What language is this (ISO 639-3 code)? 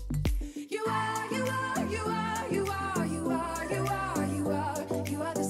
swe